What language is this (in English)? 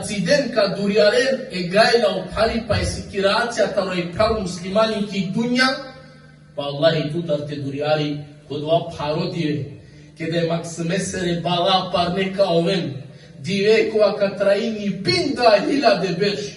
Balkan Romani